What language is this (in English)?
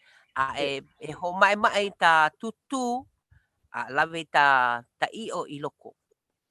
Hawaiian